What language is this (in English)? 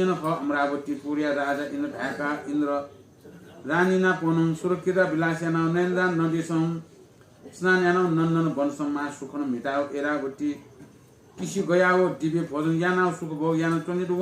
Newari